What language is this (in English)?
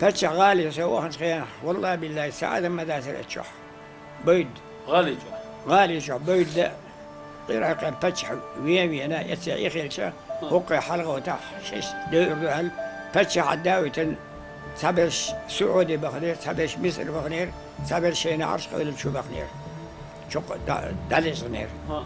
Chechen